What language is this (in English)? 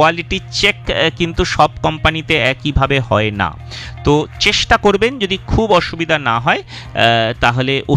Bangla